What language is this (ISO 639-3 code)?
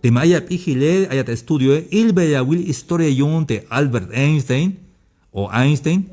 tzh